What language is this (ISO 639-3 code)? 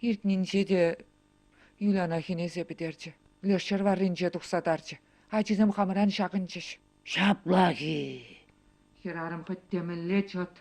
chv